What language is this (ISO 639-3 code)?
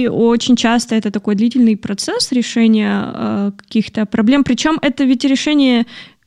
rus